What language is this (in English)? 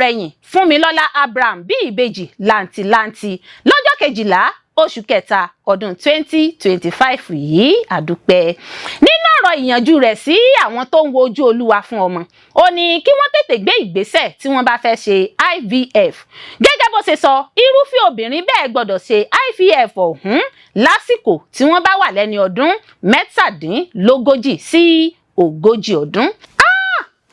Yoruba